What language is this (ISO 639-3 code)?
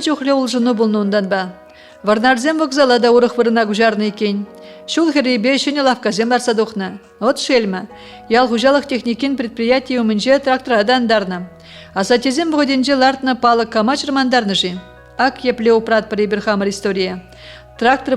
chv